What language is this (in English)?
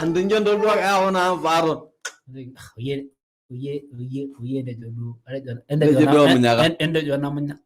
Masai